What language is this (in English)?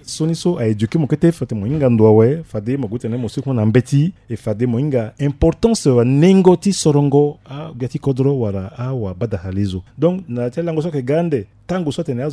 Sango